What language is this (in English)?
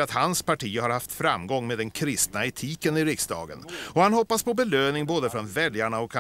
Swedish